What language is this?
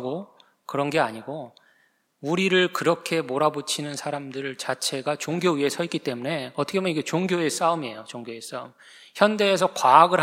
Korean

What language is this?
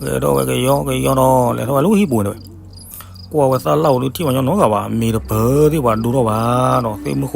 S'gaw Karen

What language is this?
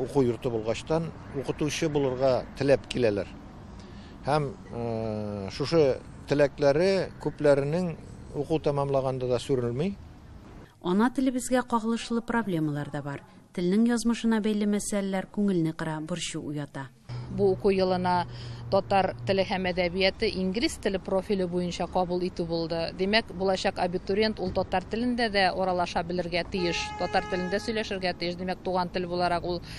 Tatar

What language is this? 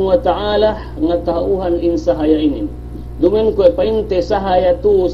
Yakan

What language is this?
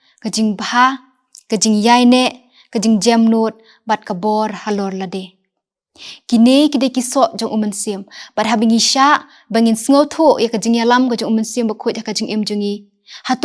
Khasi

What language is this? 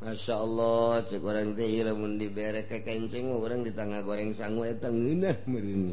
Sundanese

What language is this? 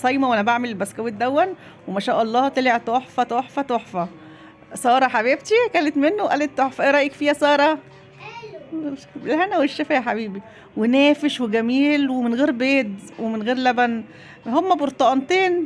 Egyptian Arabic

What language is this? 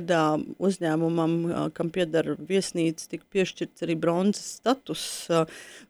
Latvian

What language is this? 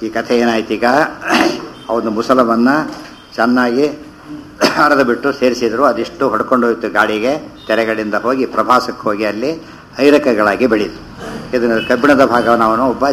Kannada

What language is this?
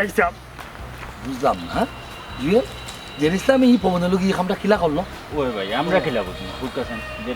Sylheti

